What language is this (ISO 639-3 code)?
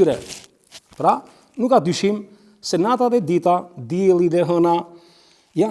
sqi